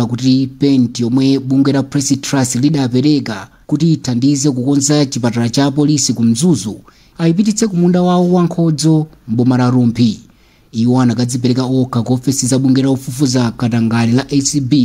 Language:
Nyanja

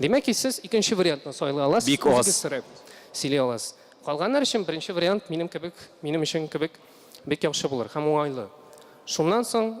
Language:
Tatar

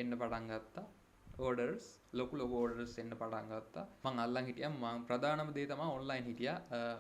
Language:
Sinhala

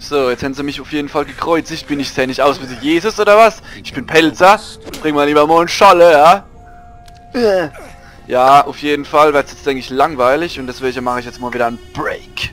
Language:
Palatine German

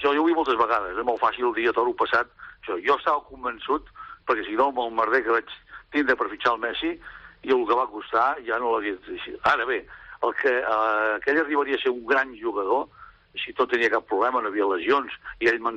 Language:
Catalan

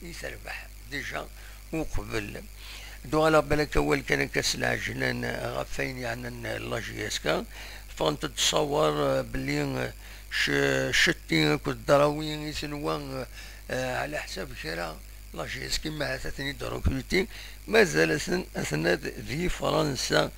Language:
Kabyle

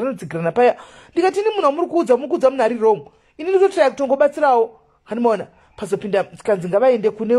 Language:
Shona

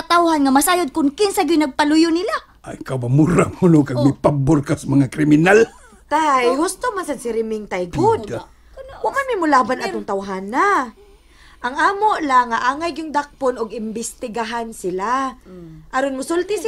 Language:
Cebuano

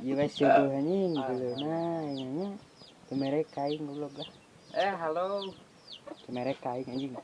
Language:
Sundanese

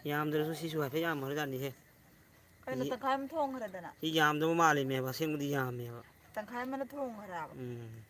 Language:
Manipuri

